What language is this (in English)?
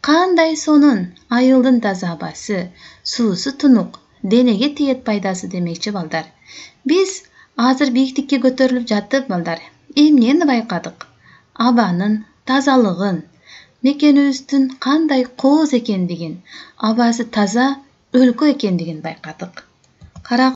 Kyrgyz